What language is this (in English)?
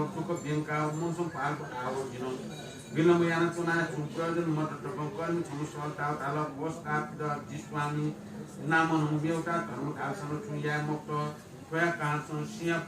Newari